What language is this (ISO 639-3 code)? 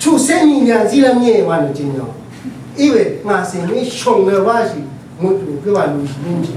raw